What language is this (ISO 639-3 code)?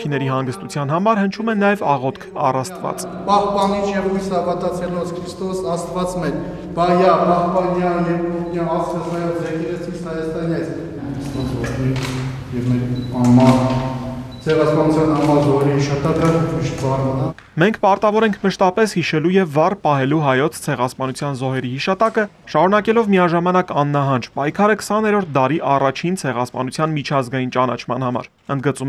hye